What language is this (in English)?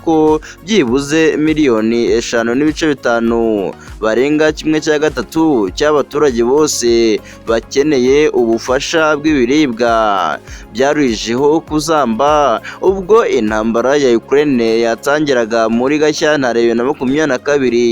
Kinyarwanda